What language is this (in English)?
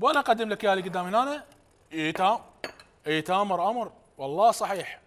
Mesopotamian Arabic